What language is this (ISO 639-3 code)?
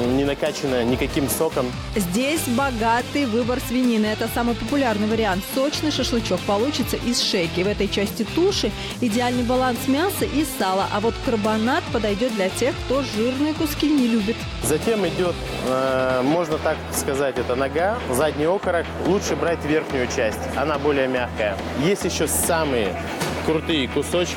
rus